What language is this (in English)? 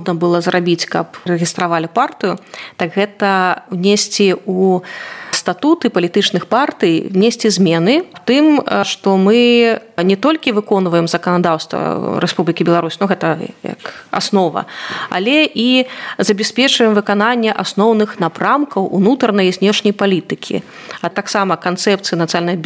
Belarusian